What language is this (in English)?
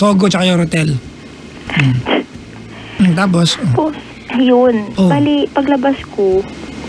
Filipino